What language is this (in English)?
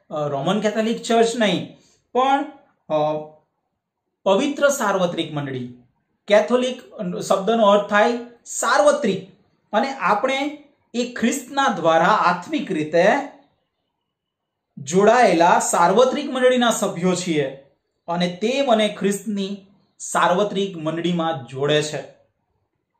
Gujarati